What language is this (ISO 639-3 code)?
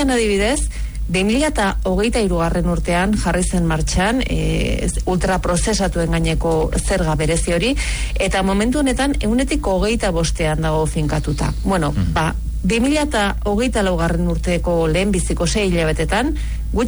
eus